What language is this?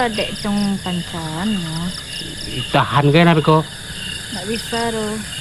Minangkabau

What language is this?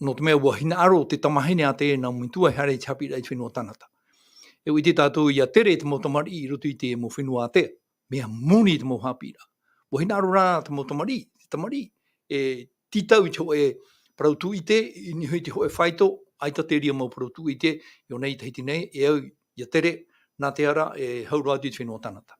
Tahitian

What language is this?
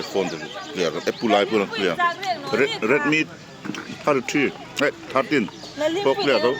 Hmar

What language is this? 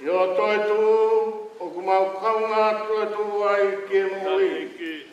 Tongan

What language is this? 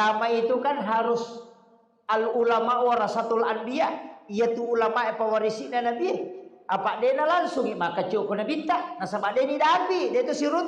Buginese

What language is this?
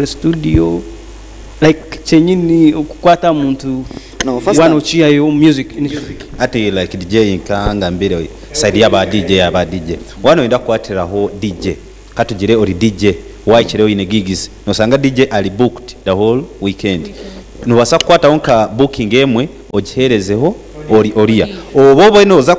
Nyankole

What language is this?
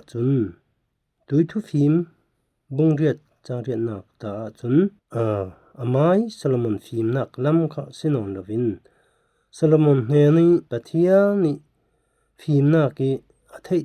Falam Chin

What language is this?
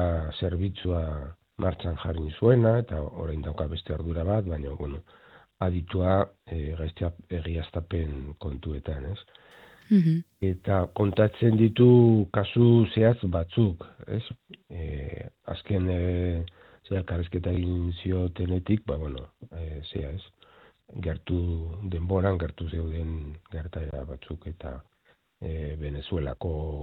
Basque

